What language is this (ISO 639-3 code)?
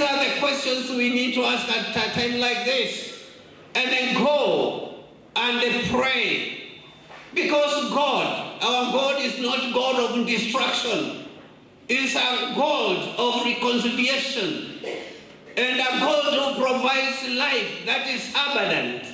kam